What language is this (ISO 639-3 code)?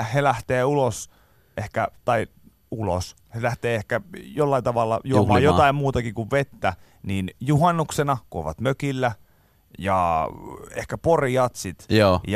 fin